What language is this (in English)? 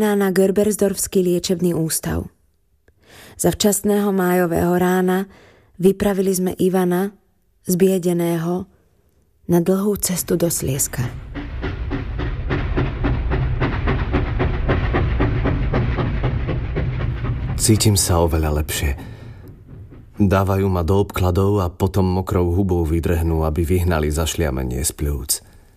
Slovak